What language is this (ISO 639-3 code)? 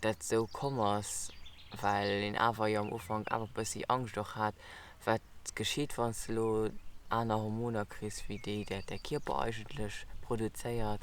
ltz